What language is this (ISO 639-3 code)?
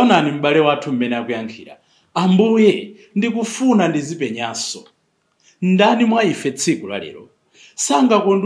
nya